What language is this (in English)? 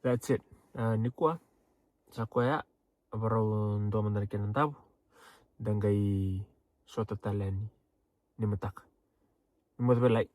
Fijian